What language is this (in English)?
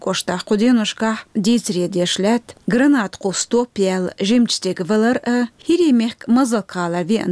Chechen